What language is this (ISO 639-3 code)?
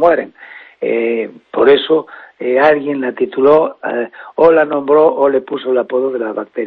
spa